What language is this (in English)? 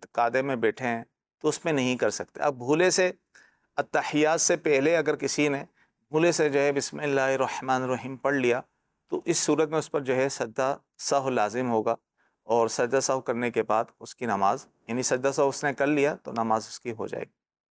Urdu